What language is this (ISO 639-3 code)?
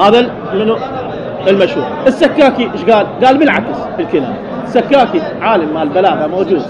acm